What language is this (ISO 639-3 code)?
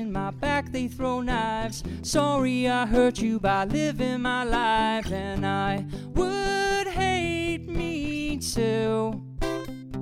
eng